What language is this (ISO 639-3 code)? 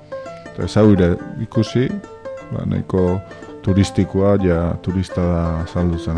eus